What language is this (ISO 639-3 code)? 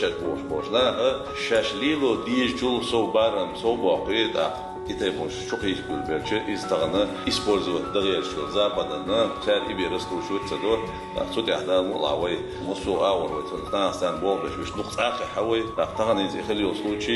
che